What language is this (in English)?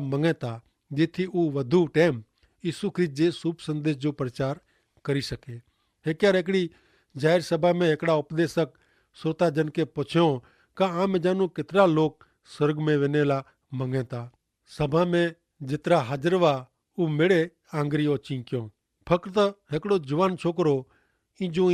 Kachhi